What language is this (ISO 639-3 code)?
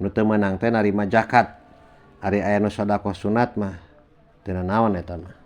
sun